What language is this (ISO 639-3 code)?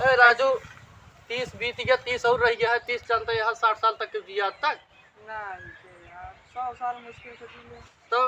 awa